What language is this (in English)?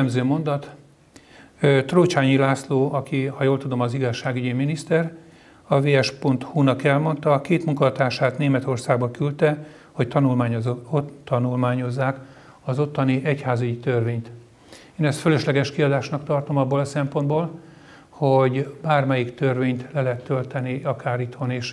Hungarian